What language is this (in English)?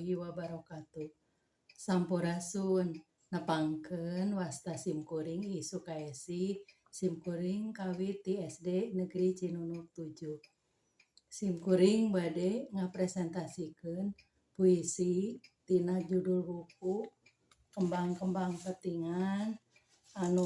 Sundanese